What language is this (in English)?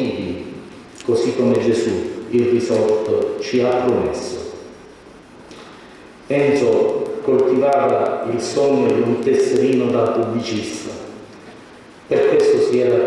Italian